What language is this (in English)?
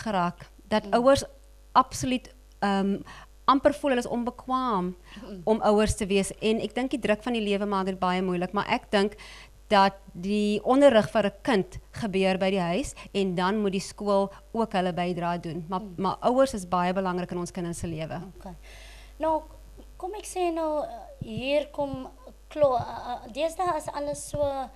Afrikaans